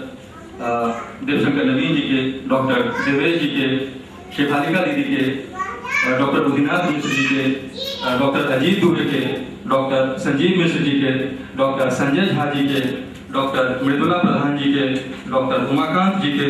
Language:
Maithili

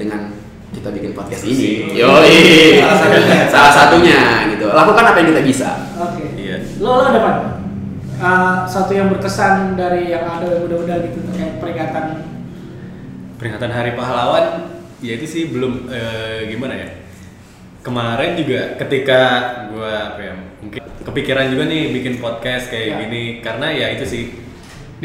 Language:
Indonesian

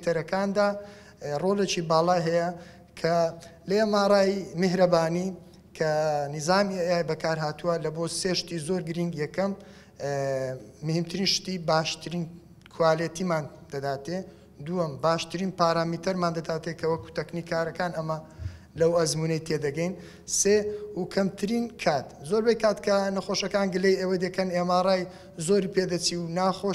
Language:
Central Kurdish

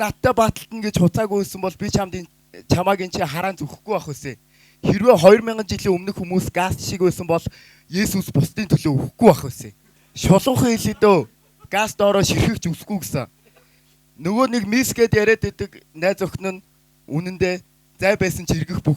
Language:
Mongolian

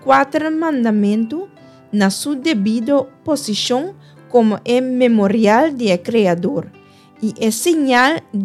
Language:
Papiamento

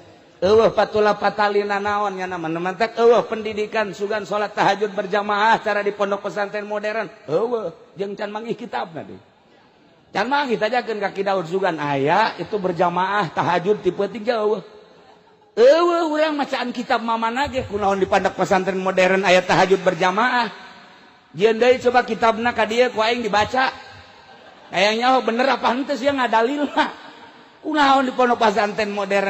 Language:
Sundanese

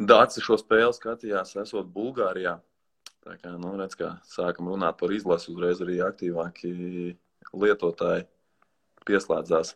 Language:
Latvian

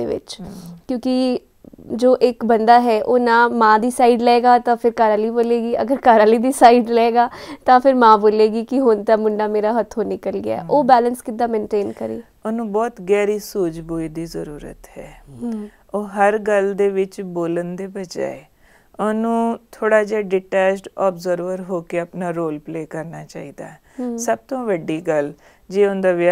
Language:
Punjabi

